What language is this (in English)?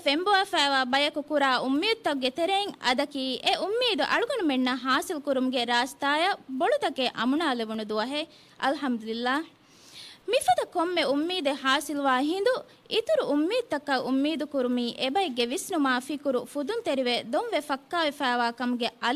Divehi